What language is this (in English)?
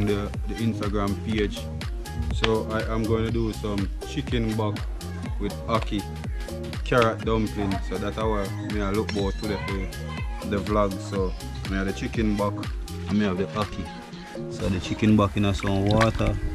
Jamaican Creole English